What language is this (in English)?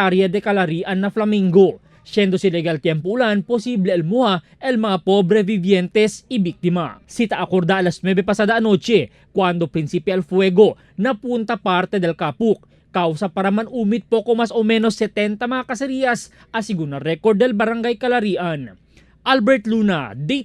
Chavacano